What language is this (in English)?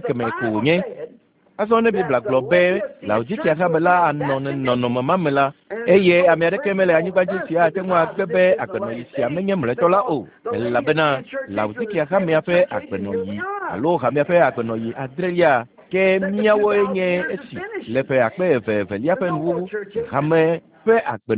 Ewe